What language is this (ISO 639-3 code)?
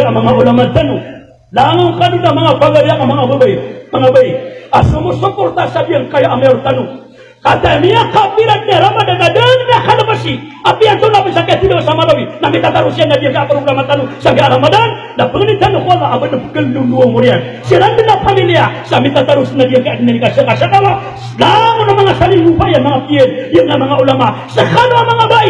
mrw